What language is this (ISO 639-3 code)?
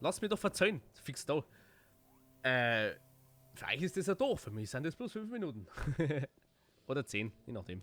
bar